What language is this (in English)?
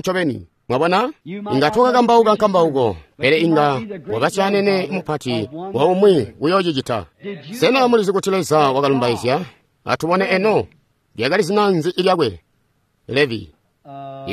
Tonga (Zambia)